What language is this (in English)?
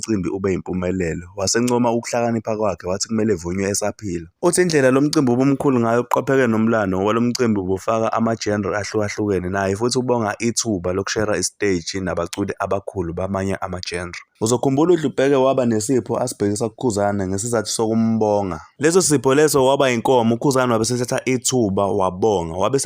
Zulu